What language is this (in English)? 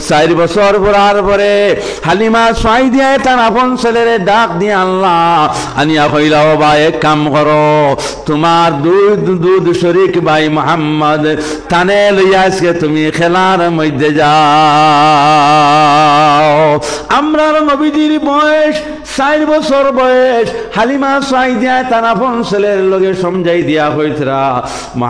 Sylheti